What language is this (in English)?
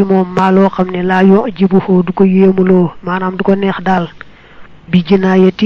Wolof